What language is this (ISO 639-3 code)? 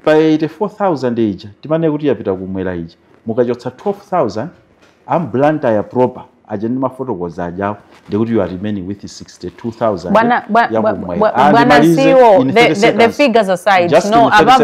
nya